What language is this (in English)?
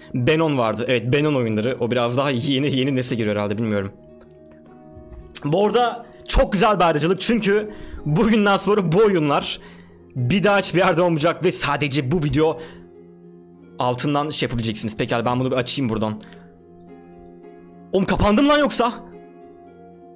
Turkish